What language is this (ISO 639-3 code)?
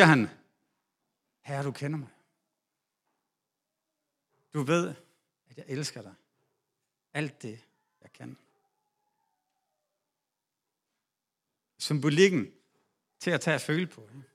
dan